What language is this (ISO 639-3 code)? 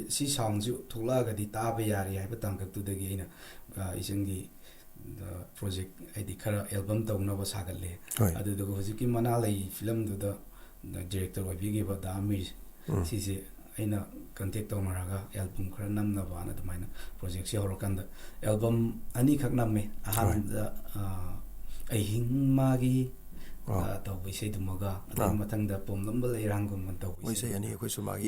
mni